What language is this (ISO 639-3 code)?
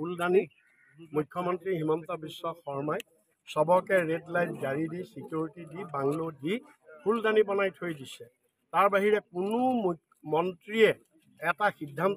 asm